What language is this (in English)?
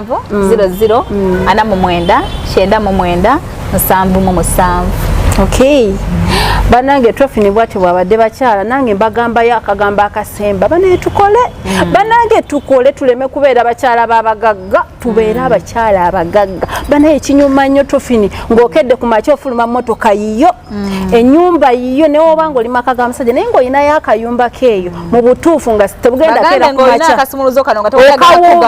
Ganda